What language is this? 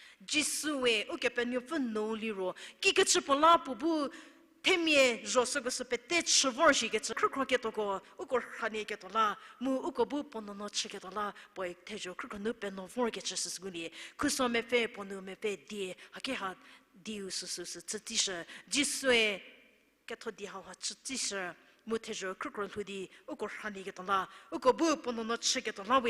Angami Naga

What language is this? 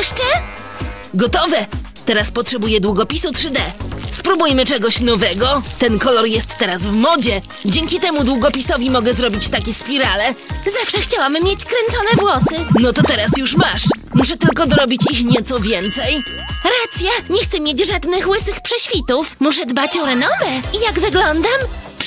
Polish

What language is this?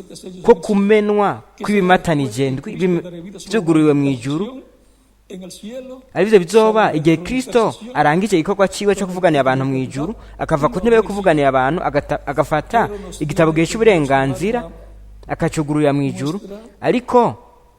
Rundi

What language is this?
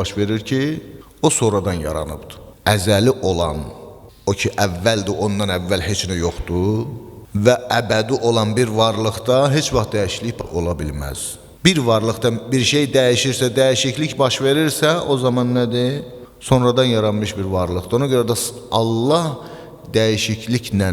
Azerbaijani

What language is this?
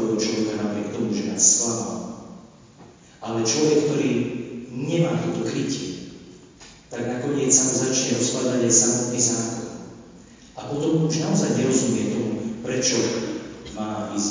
Slovak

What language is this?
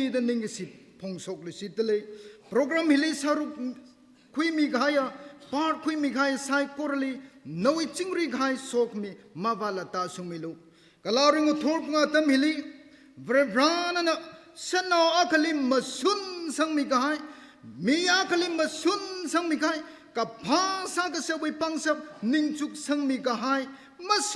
Tangkhul Naga (India)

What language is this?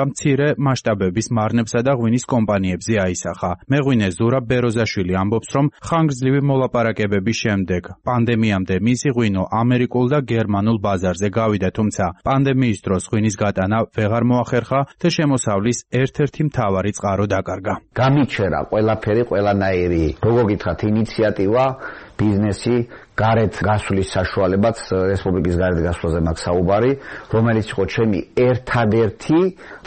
Georgian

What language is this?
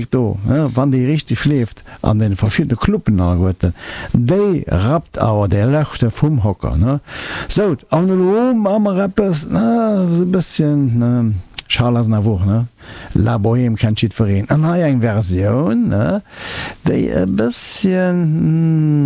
Luxembourgish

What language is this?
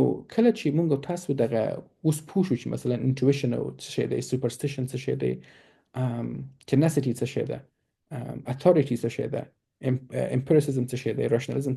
Pashto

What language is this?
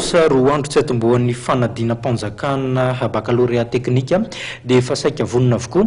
Malagasy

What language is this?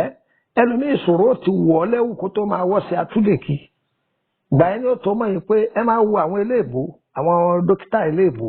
Yoruba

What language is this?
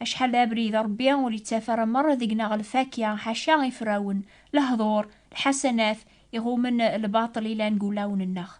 Kabyle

